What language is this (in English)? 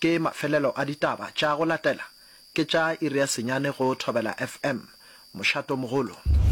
Northern Sotho